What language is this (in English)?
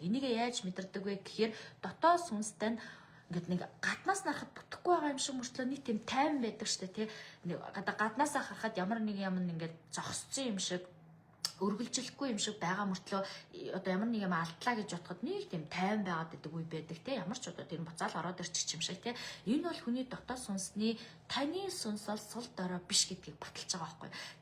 Mongolian